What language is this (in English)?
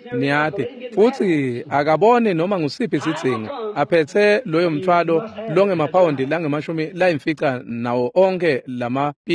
Swati